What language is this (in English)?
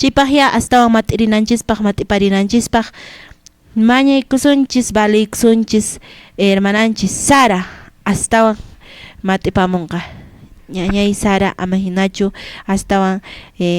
Quechua